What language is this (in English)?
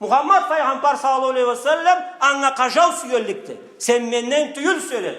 Karachay-Balkar